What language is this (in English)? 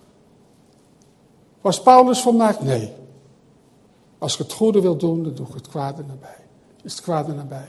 Dutch